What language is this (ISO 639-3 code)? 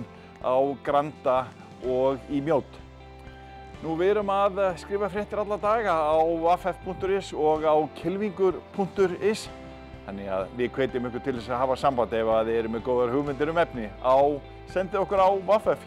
isl